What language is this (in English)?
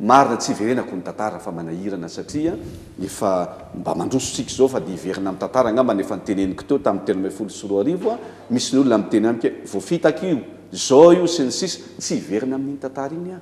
Malagasy